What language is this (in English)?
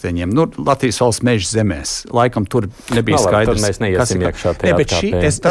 Latvian